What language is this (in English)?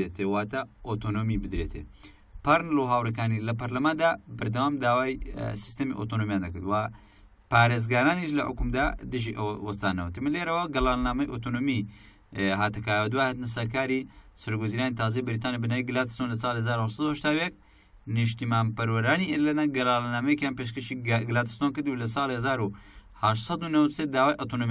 Central Kurdish